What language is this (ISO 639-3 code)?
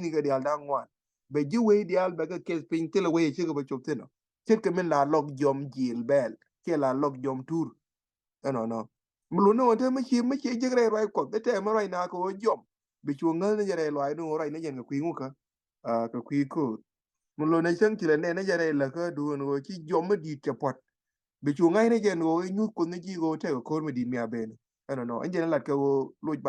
nus